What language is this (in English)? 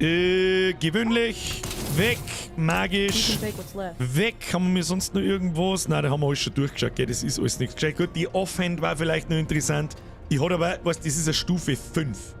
Bavarian